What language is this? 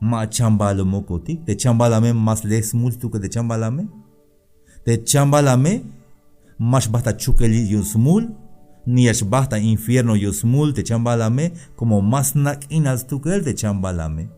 Tzeltal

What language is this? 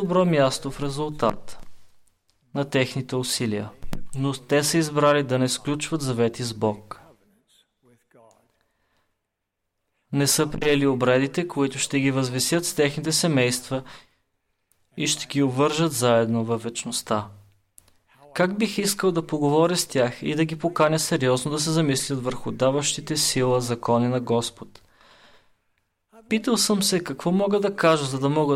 Bulgarian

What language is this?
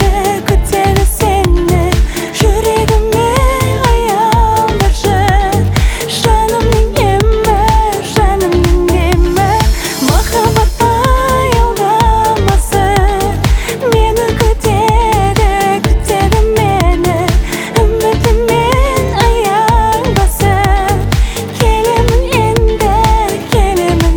Kazakh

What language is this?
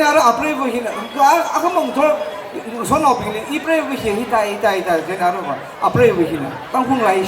Tangkhul Naga (India)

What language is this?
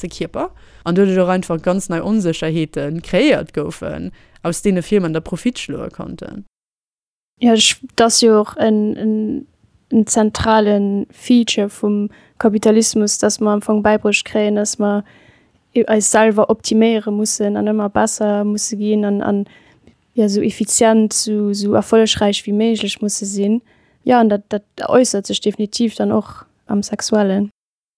Luxembourgish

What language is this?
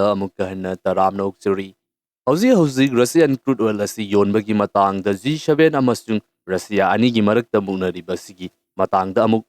Manipuri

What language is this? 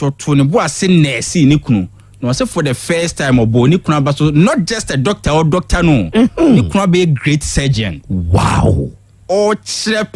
Akan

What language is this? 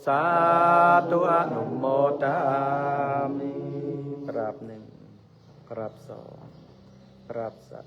Pali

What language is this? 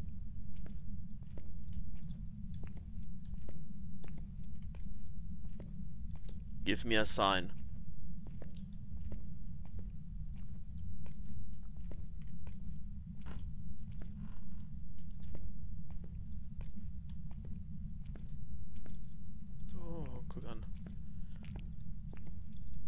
German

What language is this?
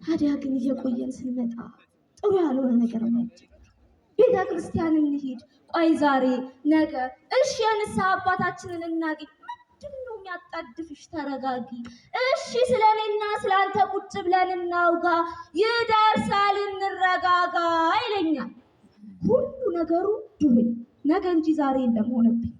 Amharic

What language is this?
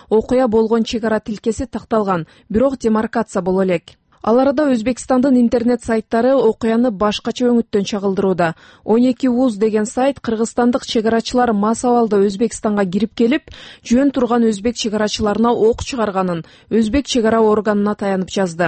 Kyrgyz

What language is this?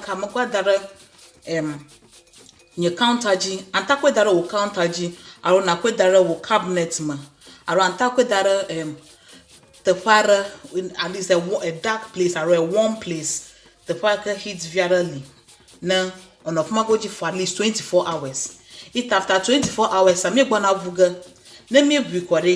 Ewe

